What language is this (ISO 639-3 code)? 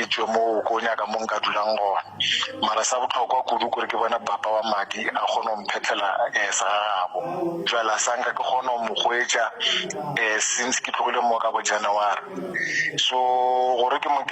nso